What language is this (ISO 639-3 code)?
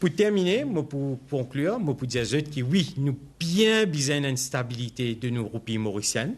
mfe